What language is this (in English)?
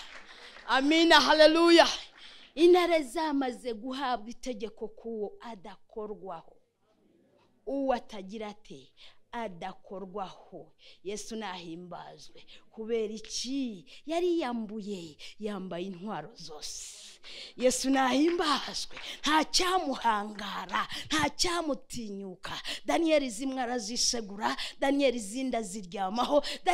Kinyarwanda